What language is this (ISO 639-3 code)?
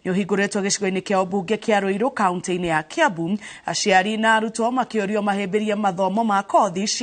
kik